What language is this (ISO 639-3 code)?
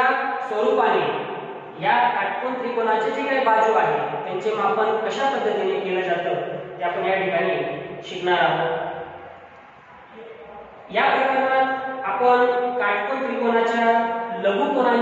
mar